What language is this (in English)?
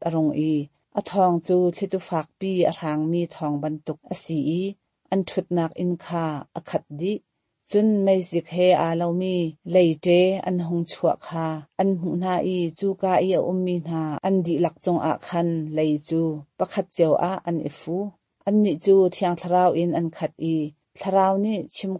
Hakha Chin